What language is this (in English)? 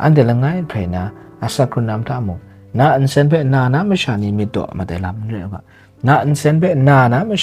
Kachin